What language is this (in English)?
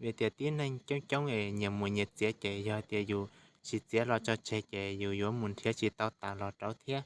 Hmong